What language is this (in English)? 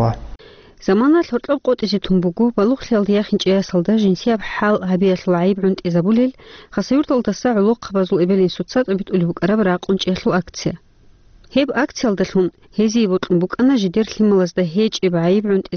Avaric